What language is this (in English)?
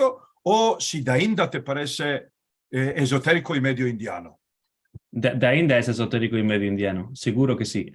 Ladino